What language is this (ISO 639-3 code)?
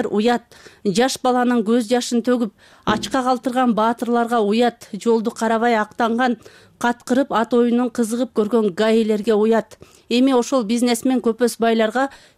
kir